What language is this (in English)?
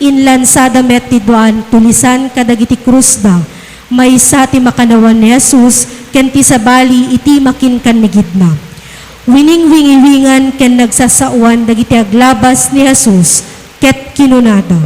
Iloko